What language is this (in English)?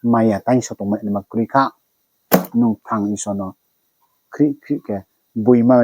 Riang (India)